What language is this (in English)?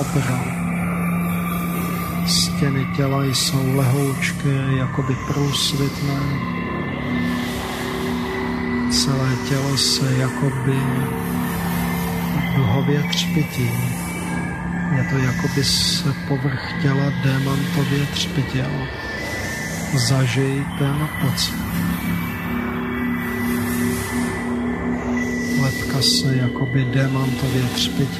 Czech